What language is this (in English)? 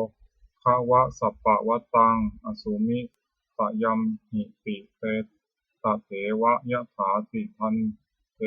Pali